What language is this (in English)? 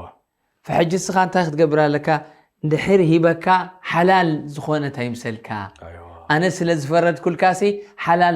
Tigrinya